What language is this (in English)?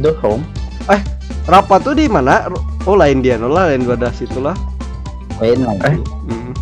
Banjar